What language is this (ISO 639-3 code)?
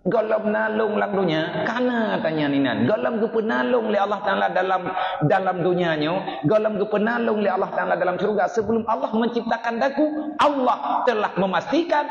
ace